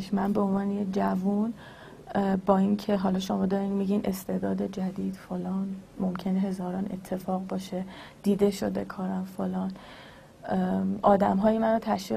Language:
Persian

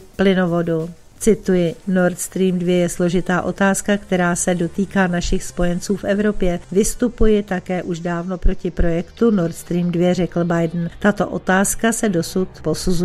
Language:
Czech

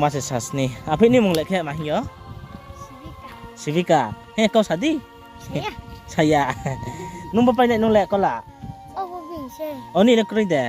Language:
Riang (India)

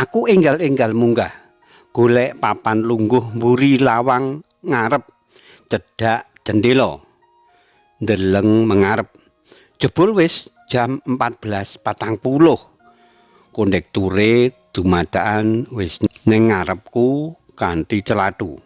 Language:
Javanese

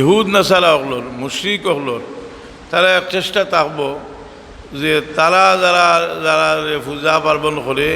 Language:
Sylheti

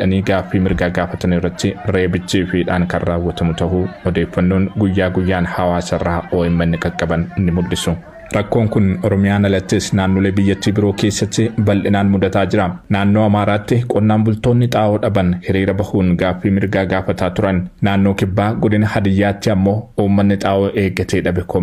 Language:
Oromo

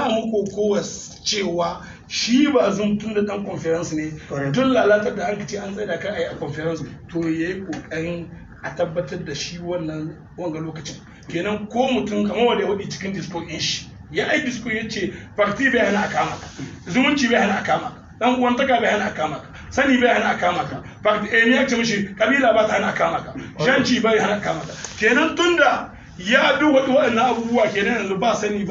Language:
Hausa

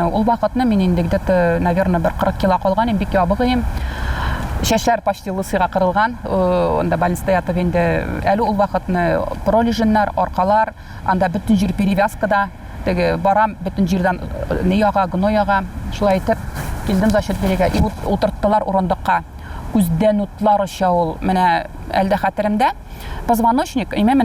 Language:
Tatar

